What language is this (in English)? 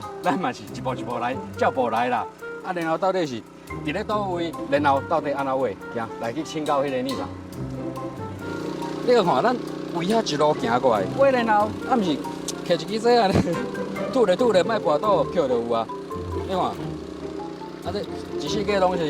Min Nan Chinese